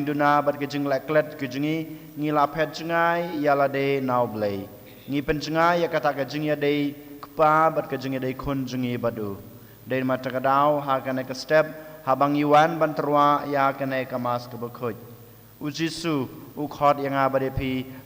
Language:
Khasi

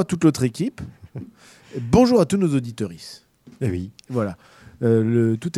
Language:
French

